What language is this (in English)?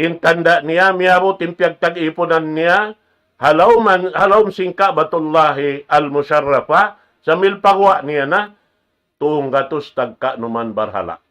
Tausug